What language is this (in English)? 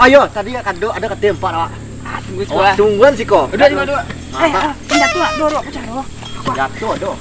Minangkabau